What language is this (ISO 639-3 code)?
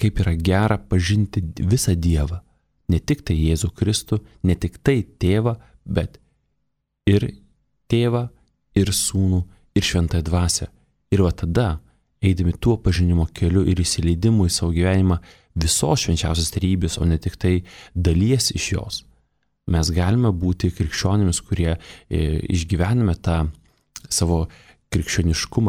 lit